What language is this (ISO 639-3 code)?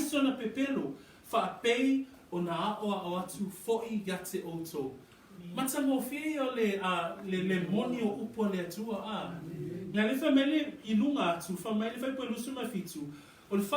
smo